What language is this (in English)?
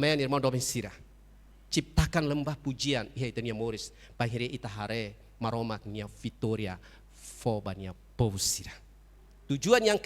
Tetum